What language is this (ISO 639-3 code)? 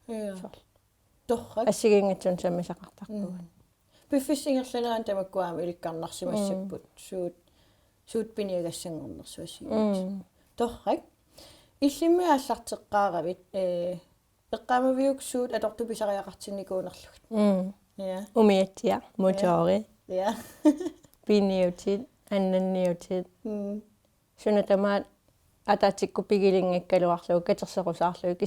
kal